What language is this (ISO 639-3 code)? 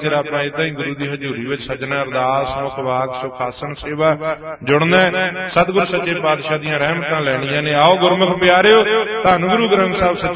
pan